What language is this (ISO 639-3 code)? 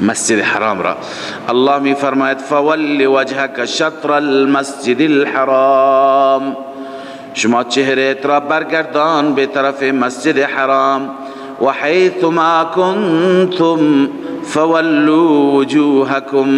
fas